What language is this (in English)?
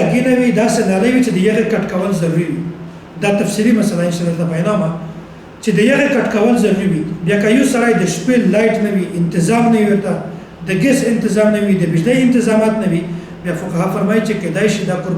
Pashto